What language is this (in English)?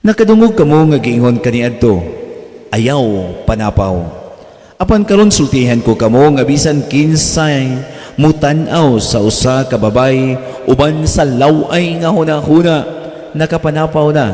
Cebuano